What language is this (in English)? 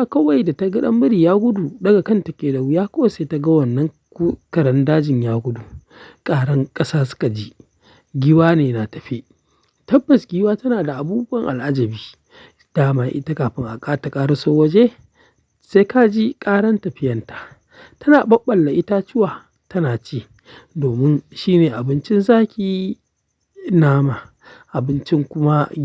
Hausa